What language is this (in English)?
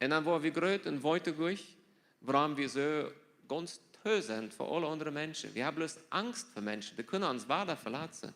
Plautdietsch